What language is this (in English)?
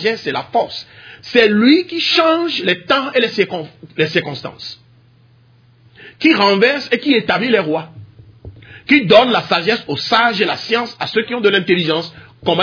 French